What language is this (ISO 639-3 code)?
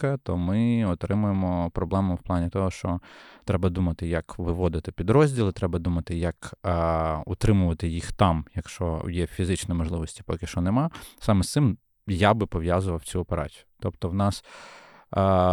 ukr